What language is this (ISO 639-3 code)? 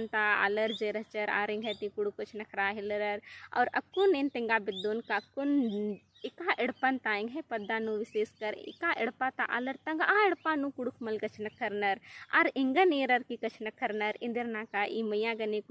kru